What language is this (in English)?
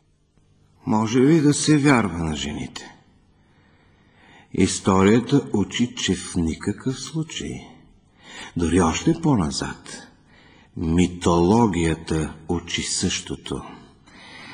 Bulgarian